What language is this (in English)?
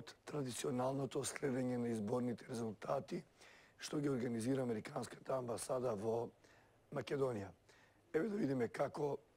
Macedonian